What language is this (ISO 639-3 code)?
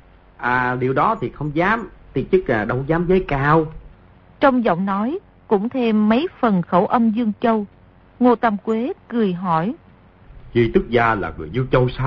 vie